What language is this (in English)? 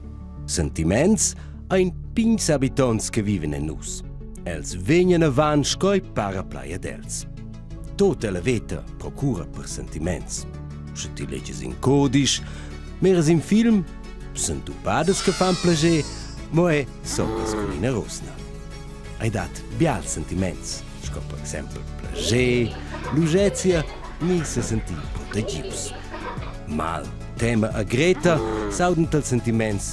Romansh